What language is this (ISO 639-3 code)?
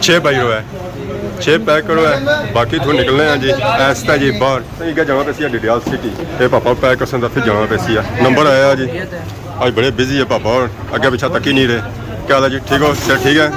phr